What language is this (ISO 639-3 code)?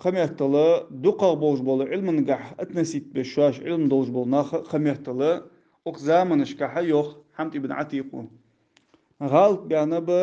inh